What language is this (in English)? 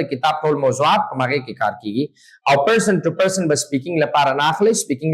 Pashto